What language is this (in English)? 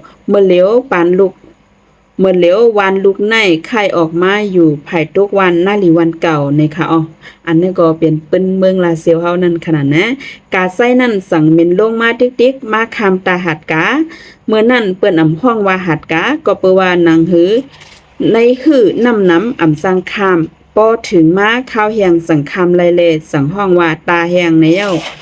Shan